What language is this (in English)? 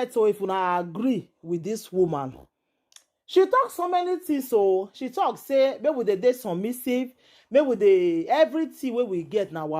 Nigerian Pidgin